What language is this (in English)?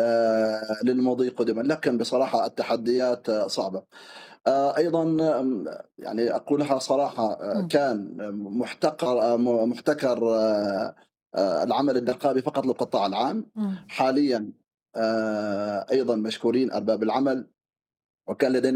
Arabic